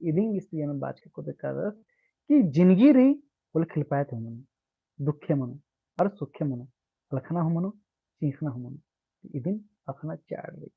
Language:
Kurukh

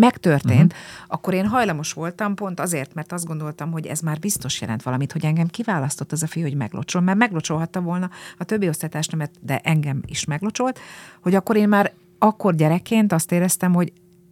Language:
Hungarian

